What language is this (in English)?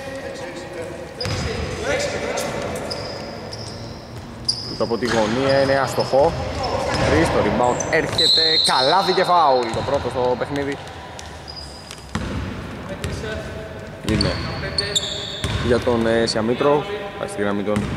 Greek